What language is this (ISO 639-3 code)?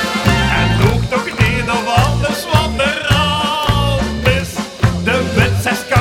lim